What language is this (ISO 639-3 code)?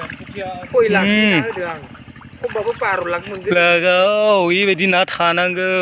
brx